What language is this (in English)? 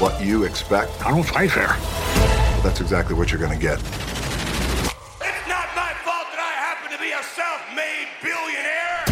Basque